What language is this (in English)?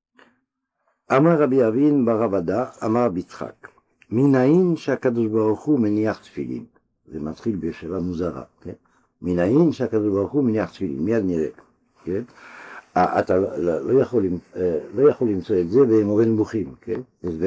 Hebrew